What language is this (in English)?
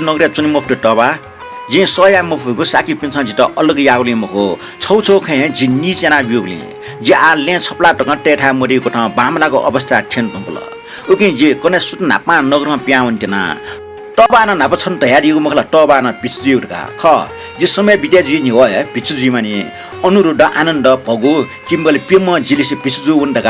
Newari